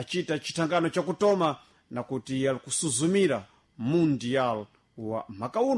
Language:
Sena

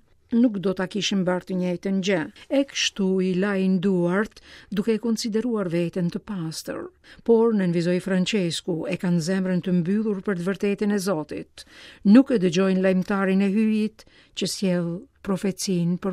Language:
Albanian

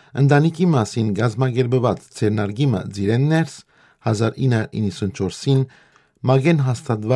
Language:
Armenian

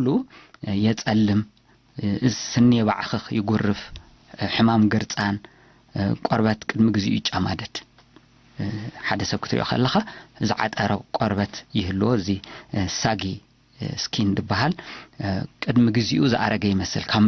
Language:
Tigrinya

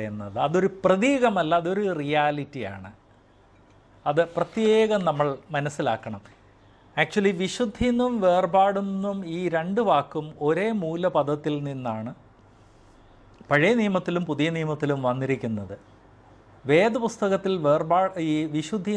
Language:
Malayalam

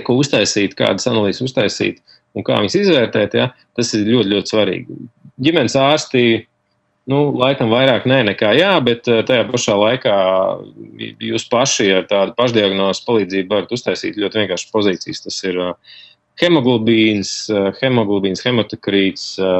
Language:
Latvian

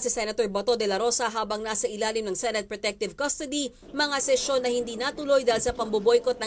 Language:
Filipino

